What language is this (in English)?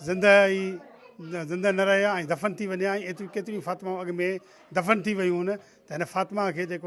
Sindhi